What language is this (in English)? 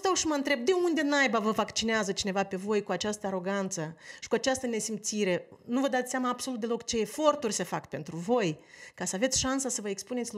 Romanian